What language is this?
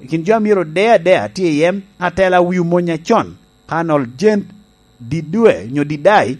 Lango (Uganda)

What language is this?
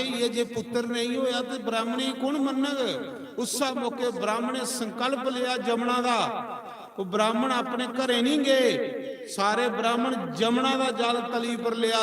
Dogri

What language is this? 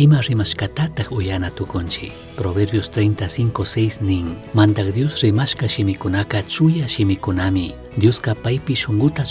Chimborazo Highland Quichua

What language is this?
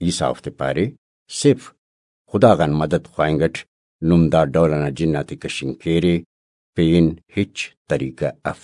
Brahui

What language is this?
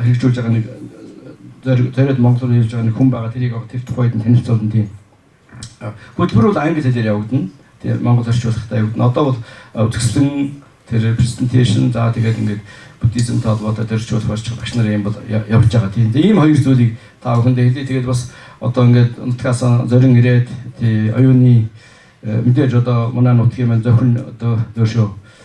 Mongolian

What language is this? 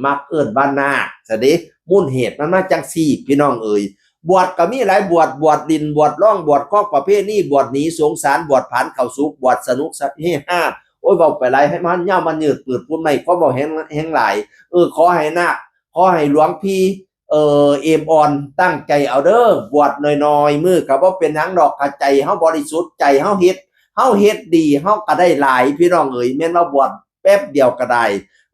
Northeastern Thai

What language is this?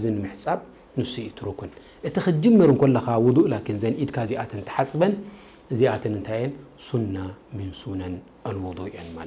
Tigrinya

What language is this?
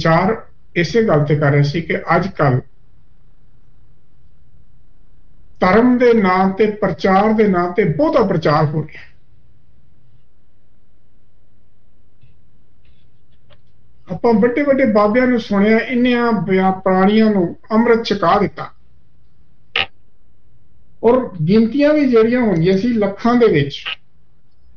Punjabi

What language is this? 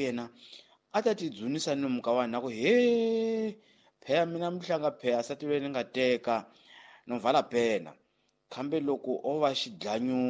Tsonga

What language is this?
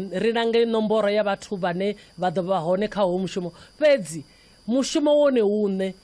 Venda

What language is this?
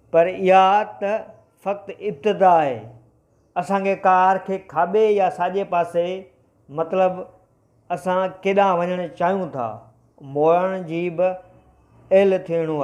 Sindhi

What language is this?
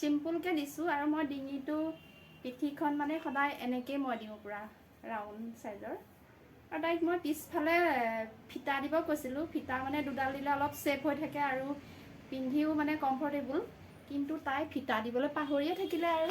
Assamese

